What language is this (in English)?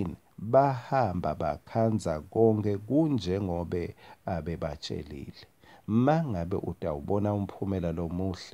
Swati